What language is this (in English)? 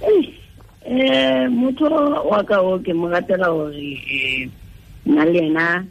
Tswana